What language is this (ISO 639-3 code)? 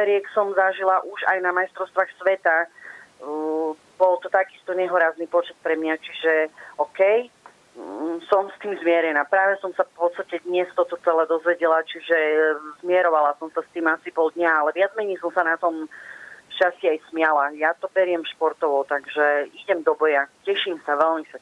slk